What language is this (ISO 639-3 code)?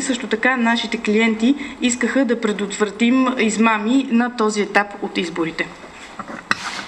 bul